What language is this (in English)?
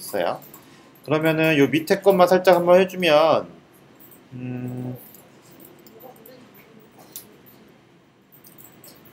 Korean